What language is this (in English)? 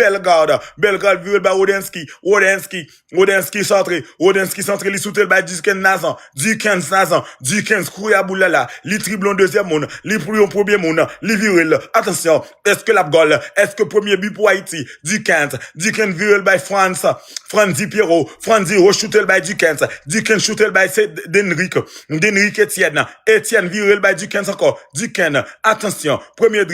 Haitian Creole